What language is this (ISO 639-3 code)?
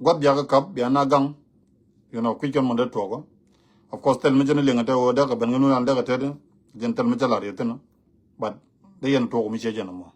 nus